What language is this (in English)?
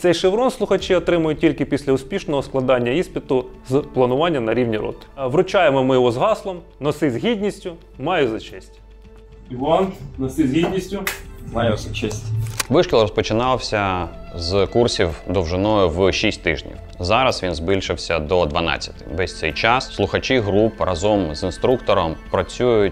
Ukrainian